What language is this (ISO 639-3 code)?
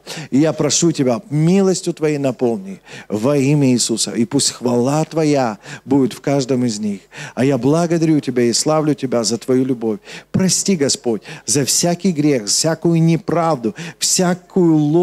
rus